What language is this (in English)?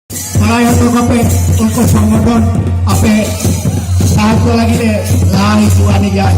Santali